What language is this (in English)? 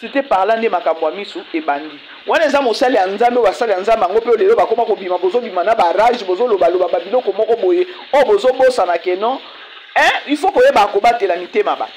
Lingala